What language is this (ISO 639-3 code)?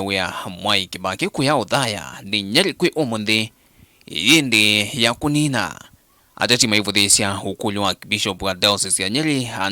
kam